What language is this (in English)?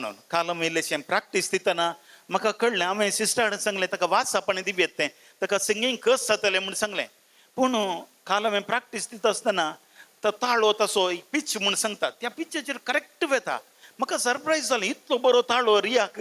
Konkani